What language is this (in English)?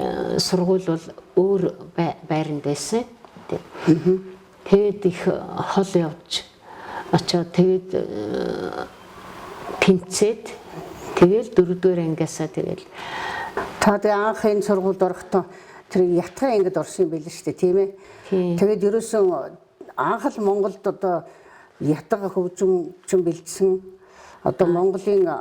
Mongolian